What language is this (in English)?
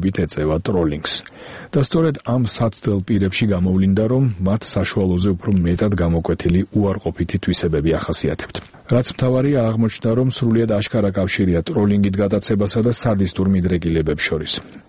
Georgian